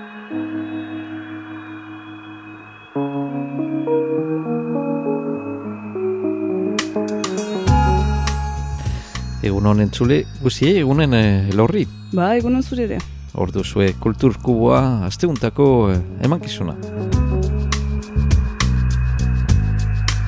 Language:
Basque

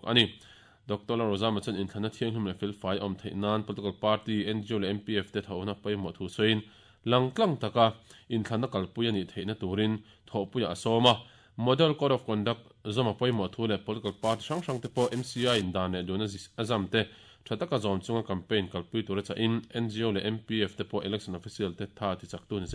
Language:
Mizo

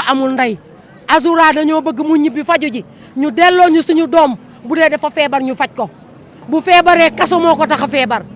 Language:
Wolof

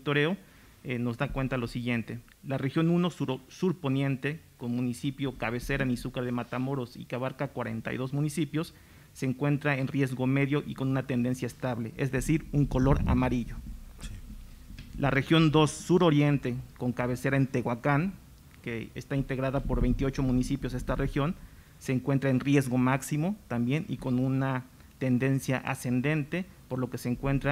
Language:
Spanish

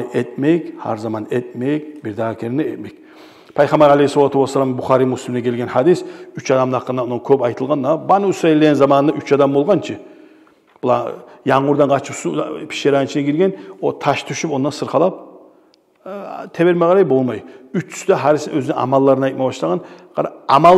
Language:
Kumyk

